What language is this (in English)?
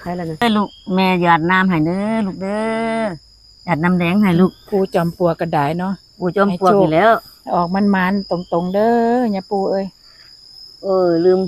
Northeastern Thai